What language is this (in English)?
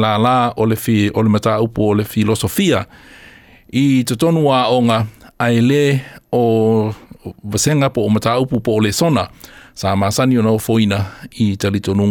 Samoan